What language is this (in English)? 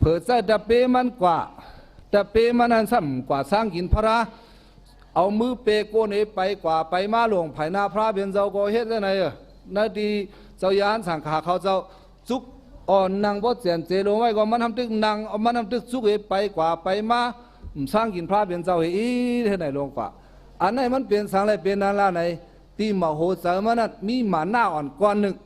Shan